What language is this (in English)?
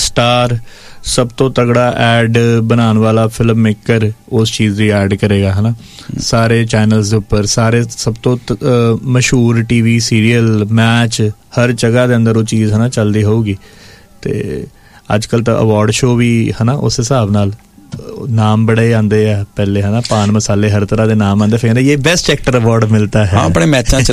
Punjabi